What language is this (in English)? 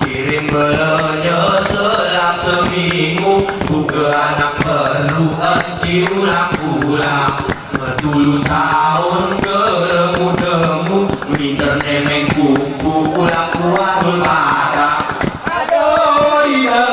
Gayo